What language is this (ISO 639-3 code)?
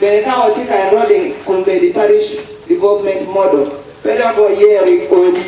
ach